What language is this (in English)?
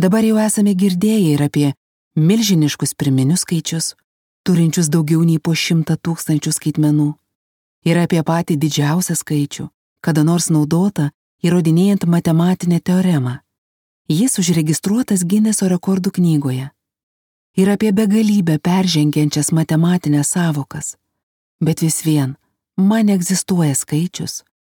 Lithuanian